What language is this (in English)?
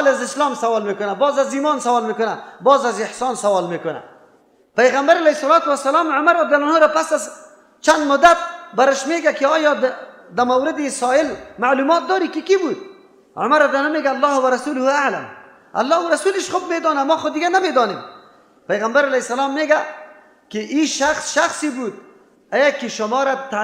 Persian